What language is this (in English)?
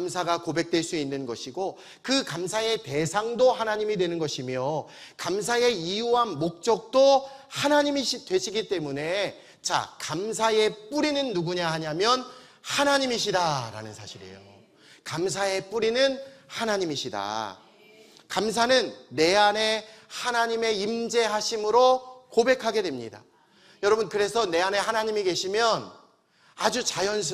Korean